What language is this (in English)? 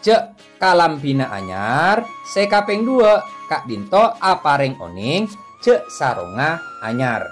Madurese